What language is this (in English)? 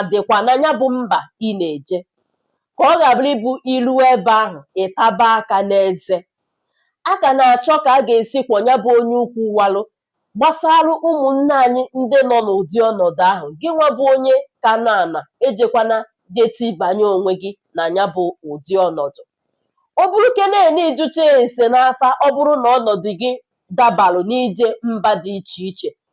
Igbo